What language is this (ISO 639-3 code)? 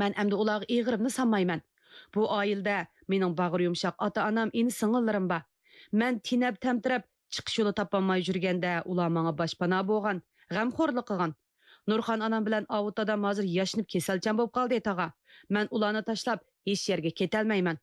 uig